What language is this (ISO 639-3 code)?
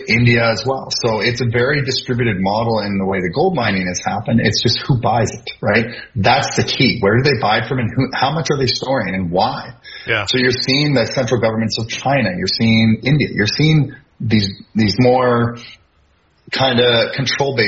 eng